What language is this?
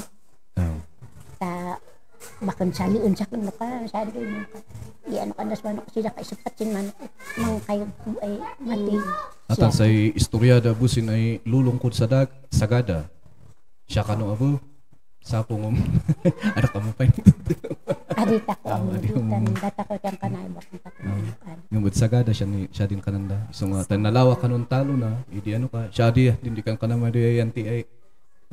Kankanaey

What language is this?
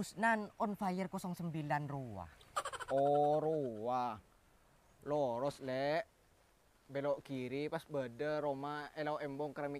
Madurese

